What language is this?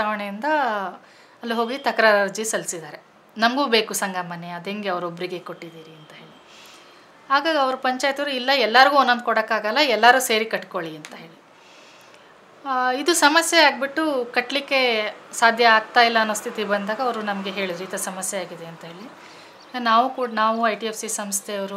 Kannada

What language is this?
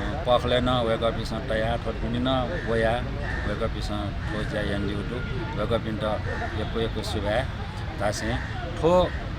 Newari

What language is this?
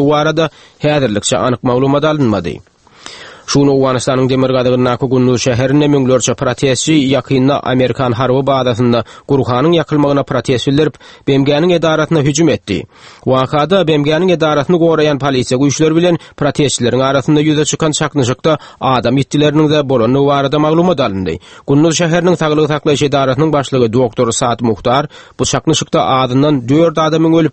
Turkmen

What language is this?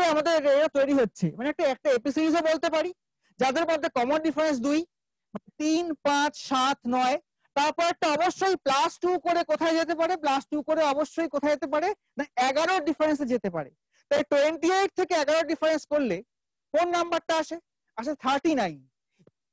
Bangla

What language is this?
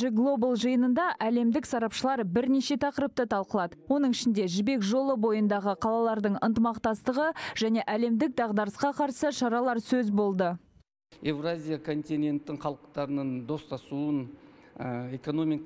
Kazakh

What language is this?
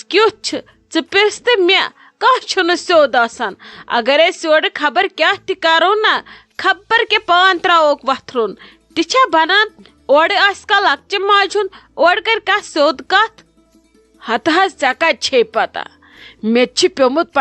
Kashmiri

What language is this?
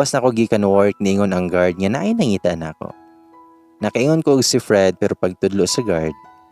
Cebuano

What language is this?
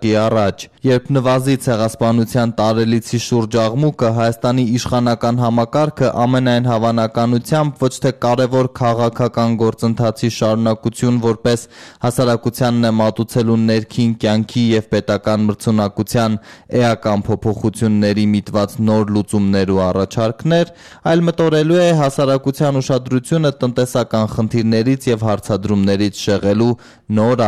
Armenian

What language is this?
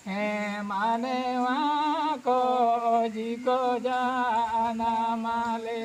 Santali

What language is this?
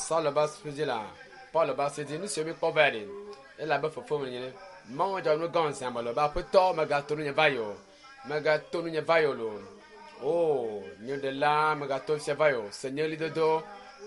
Ewe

